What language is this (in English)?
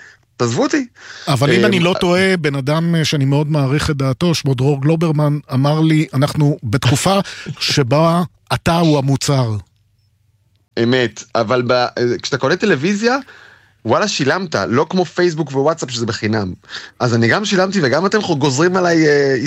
Hebrew